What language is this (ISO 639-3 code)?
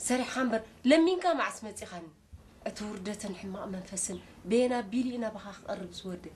tir